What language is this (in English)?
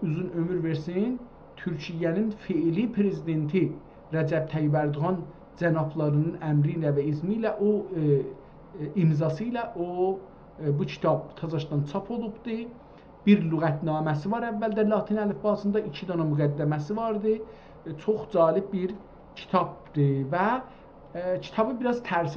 South Azerbaijani